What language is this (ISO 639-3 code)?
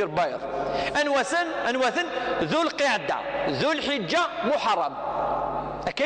kab